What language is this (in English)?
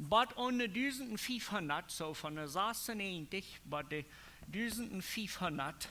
Plautdietsch